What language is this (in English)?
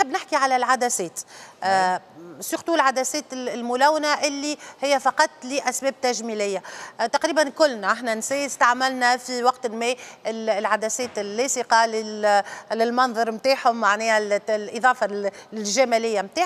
Tunisian Arabic